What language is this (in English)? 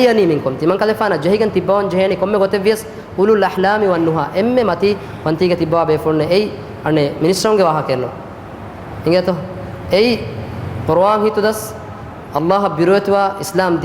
Divehi